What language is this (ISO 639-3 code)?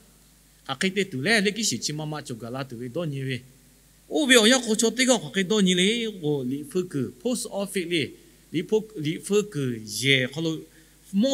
lhu